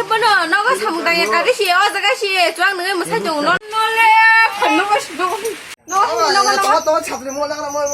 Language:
Kok Borok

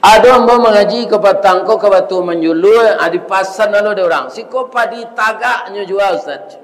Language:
Minangkabau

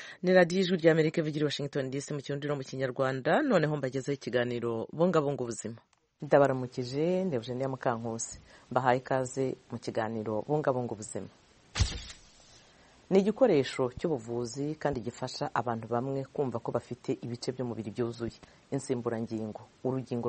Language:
Kinyarwanda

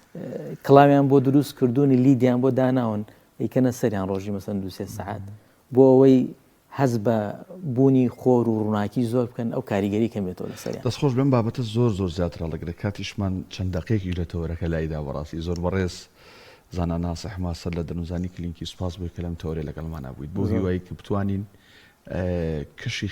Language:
Central Kurdish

